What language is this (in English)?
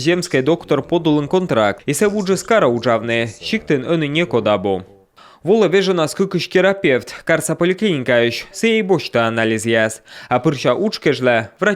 Komi